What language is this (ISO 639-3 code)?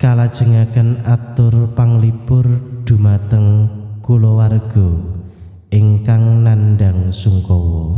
jav